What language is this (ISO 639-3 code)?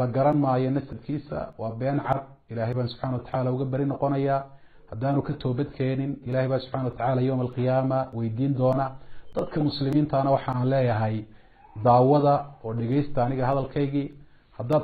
som